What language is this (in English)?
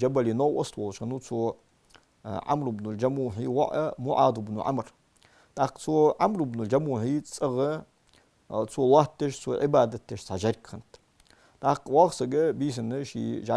Ingush